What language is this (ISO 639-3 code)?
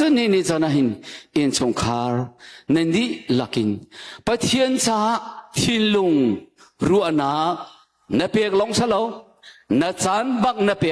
cnh